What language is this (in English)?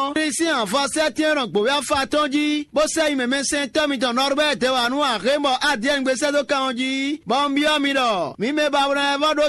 Fon